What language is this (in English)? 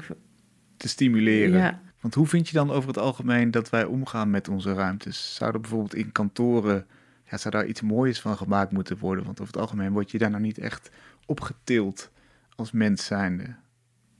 Dutch